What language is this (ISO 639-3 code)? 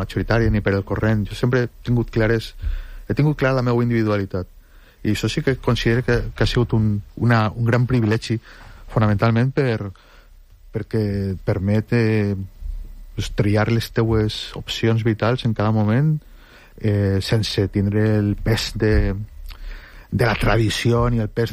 cat